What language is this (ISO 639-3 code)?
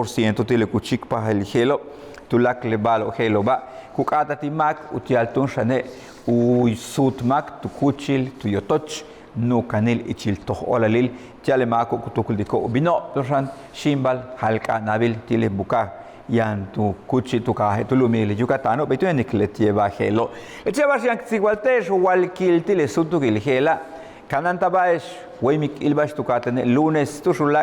yua